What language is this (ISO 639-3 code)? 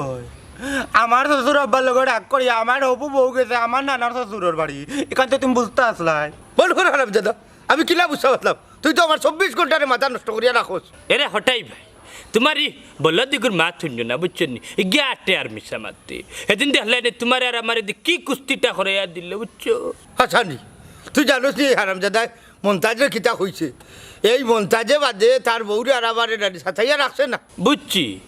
syl